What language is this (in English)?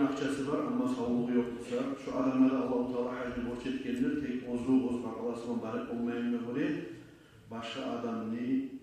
Kumyk